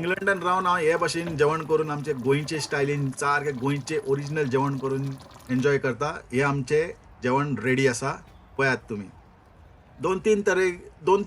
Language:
Konkani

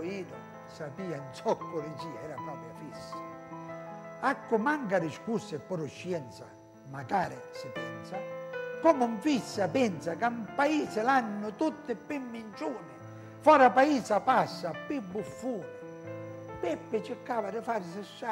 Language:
Italian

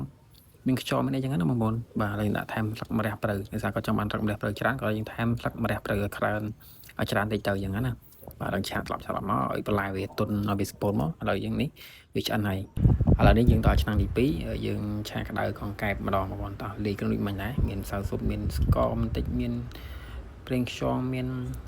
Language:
Khmer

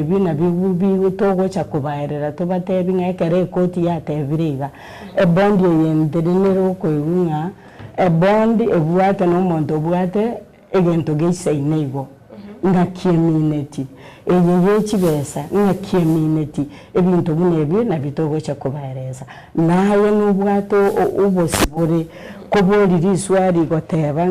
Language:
Gusii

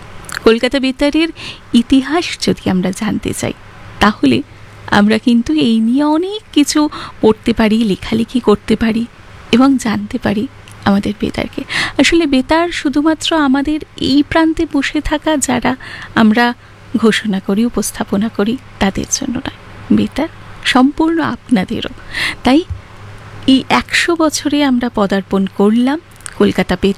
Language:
Bangla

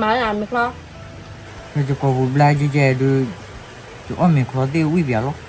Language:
S'gaw Karen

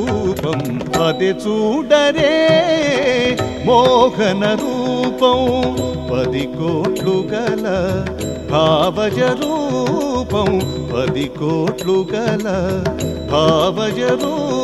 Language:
Telugu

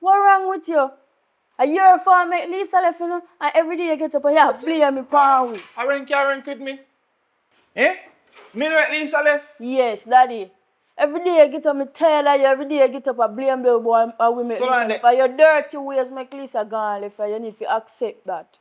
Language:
Jamaican Creole English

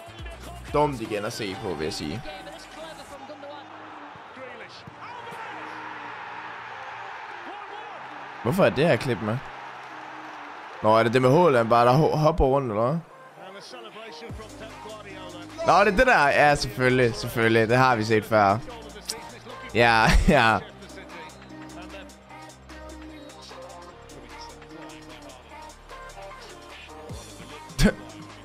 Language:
Danish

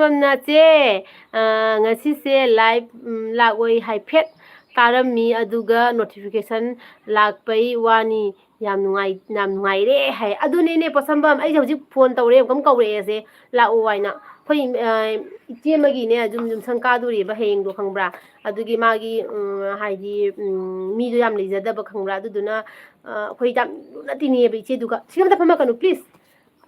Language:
Manipuri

